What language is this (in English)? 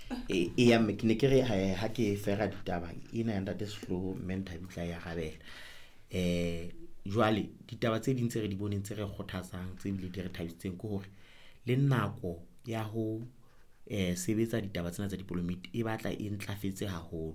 Southern Sotho